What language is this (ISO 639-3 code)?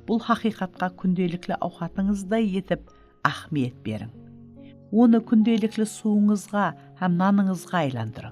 kaa